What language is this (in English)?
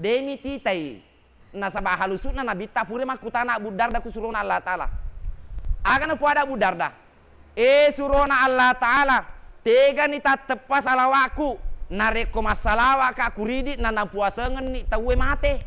Buginese